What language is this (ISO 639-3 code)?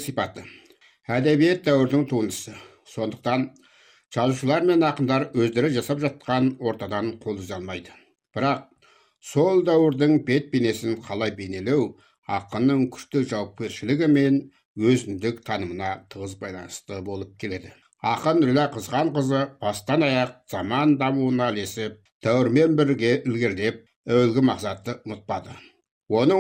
kaz